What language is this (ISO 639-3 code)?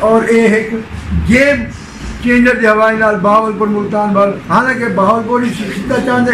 skr